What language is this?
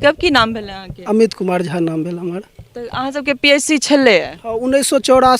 Maithili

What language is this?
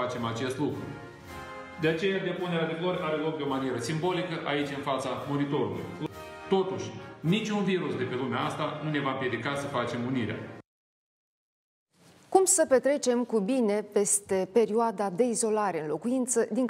Romanian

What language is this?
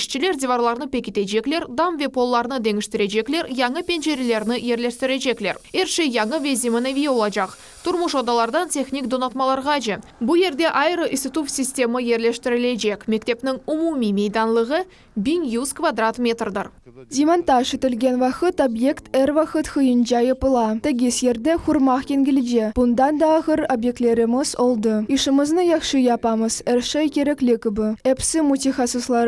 Crimean Tatar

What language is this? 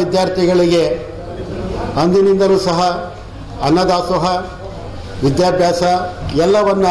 Kannada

